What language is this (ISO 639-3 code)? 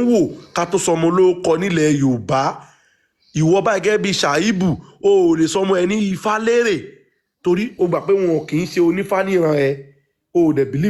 yor